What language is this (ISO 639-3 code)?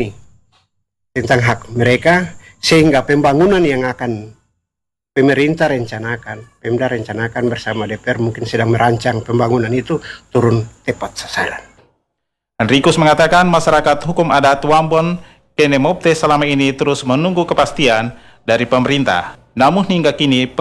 ind